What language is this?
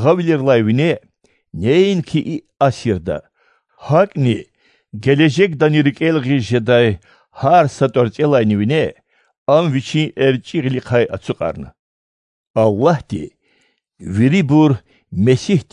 Lezghian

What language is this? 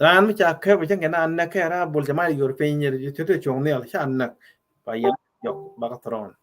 Nuer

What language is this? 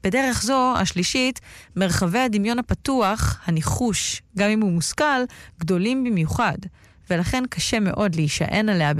Hebrew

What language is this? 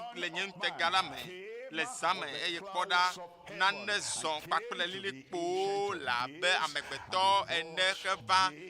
Ewe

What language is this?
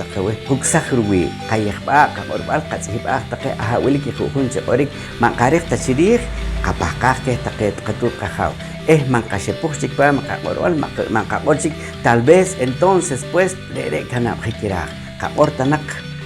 Poqomchi'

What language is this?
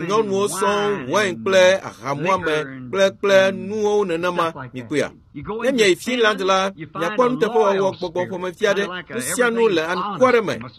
Ewe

